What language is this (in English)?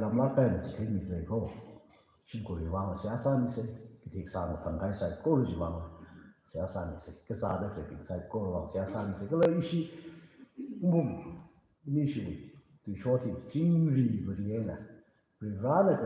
Tangkhul Naga (India)